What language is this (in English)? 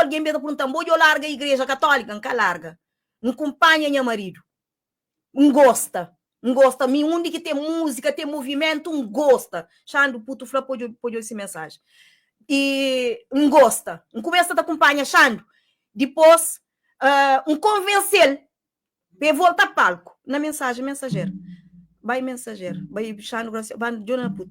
Kabuverdianu